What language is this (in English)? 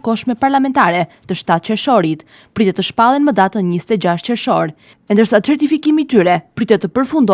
Albanian